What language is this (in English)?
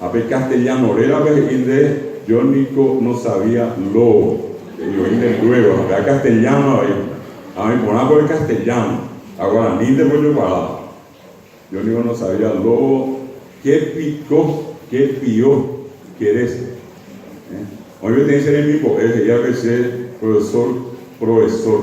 Guarani